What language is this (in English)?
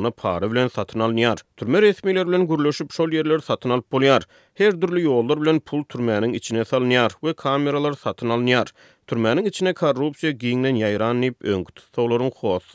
Turkmen